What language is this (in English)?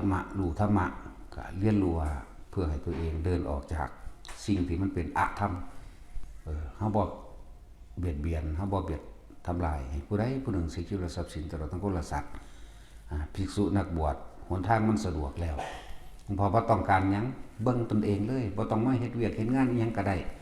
Northeastern Thai